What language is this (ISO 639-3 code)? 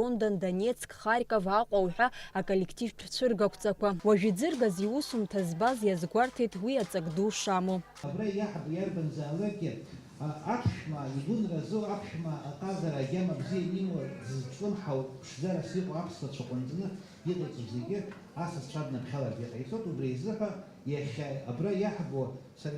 abk